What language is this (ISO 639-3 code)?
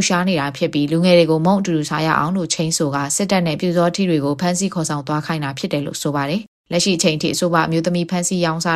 mya